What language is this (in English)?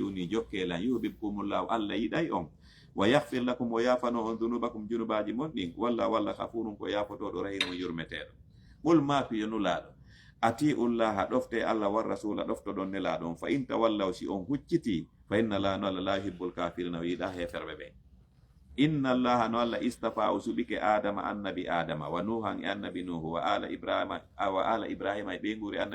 Fula